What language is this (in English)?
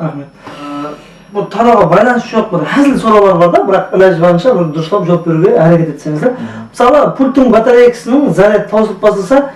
Kara-Kalpak